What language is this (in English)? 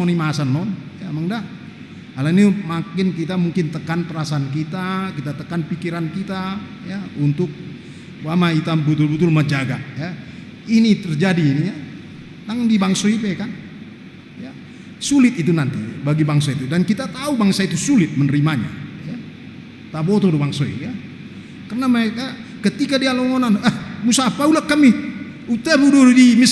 Batak Toba